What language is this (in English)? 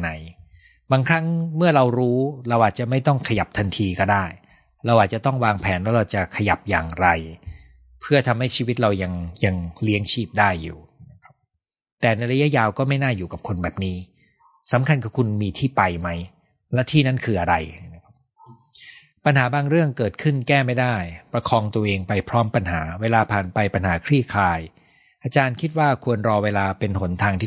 Thai